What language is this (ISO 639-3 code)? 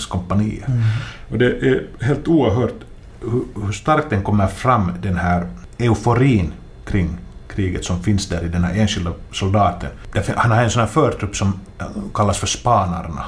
swe